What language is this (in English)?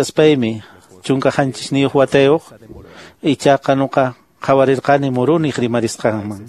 Quechua